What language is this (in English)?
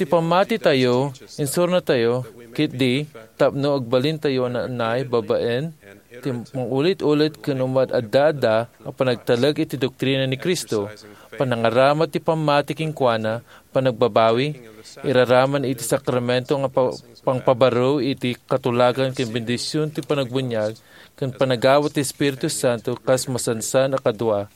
Iloko